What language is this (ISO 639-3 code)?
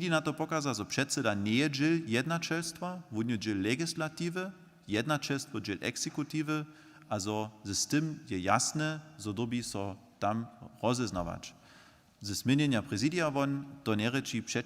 hsb